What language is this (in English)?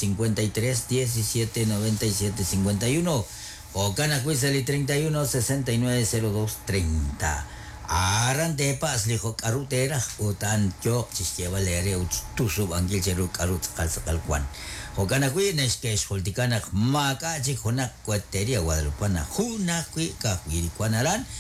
Kekchí